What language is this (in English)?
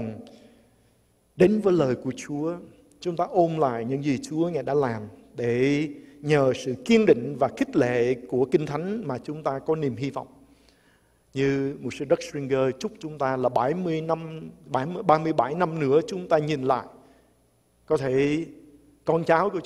Vietnamese